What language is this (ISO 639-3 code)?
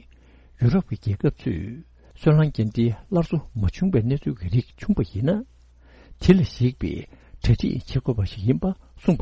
bod